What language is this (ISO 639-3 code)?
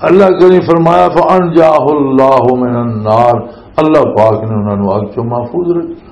lah